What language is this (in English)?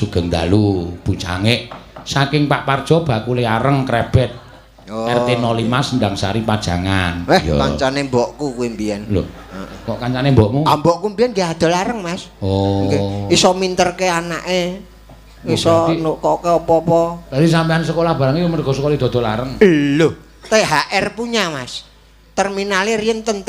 Javanese